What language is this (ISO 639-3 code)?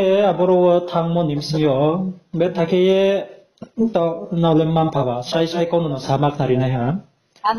ria